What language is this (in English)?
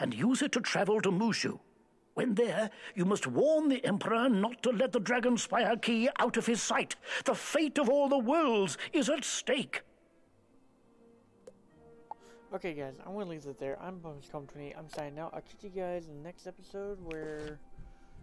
English